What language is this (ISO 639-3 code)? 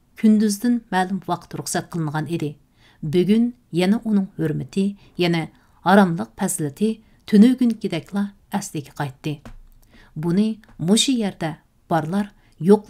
uig